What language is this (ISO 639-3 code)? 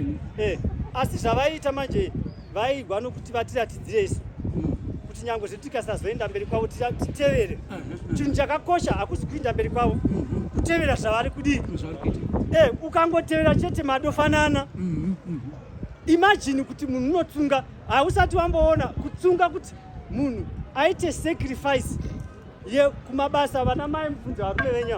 sna